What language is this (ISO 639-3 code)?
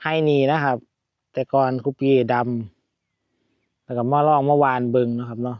tts